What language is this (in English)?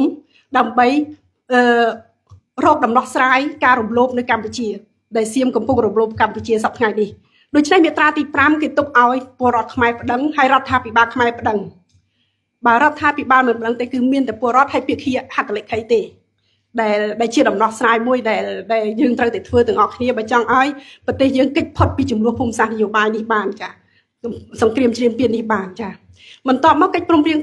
Khmer